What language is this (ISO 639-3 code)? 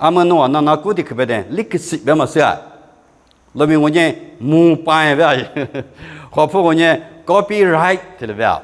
lis